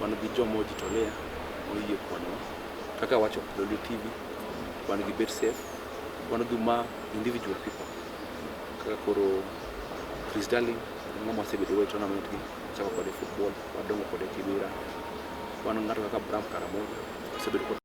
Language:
Luo (Kenya and Tanzania)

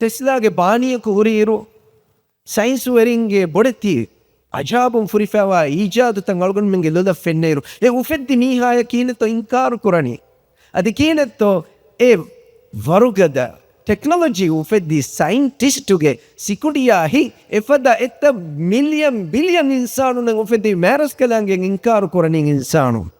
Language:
Divehi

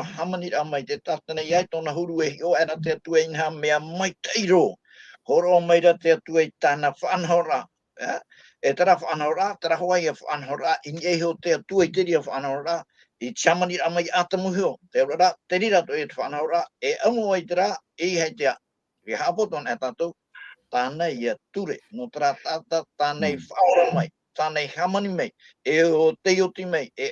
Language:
Tahitian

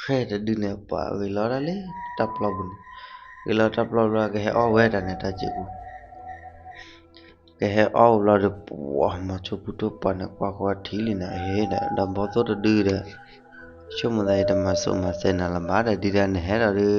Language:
S'gaw Karen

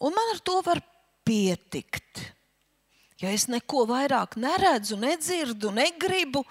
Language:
Latvian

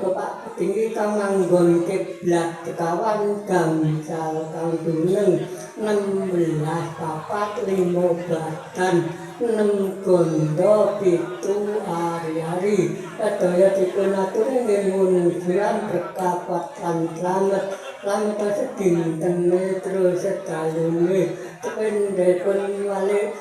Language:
Javanese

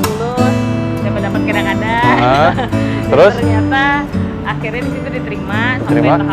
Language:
Banjar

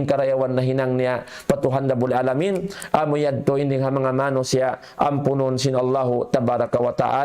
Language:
Tausug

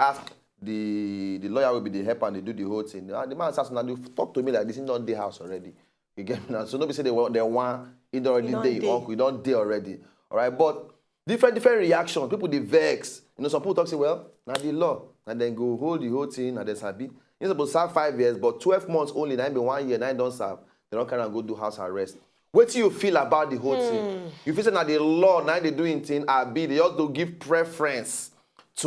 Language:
Nigerian Pidgin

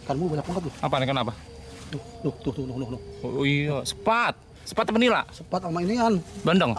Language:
Betawi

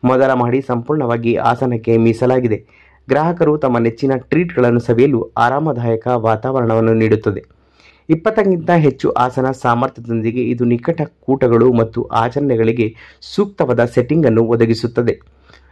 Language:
Kannada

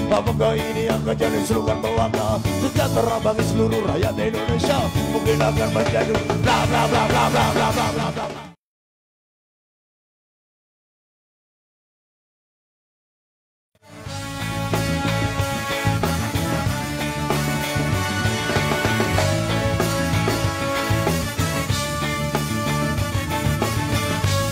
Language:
Indonesian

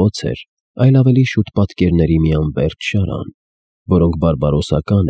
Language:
Armenian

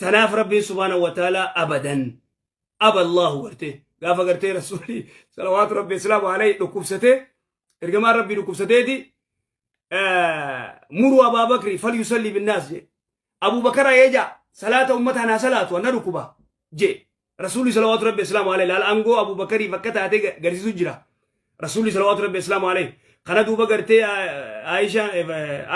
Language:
Oromo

